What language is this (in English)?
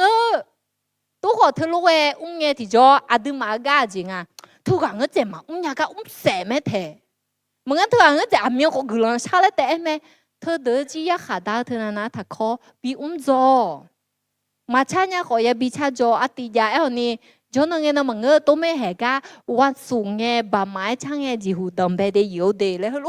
Akha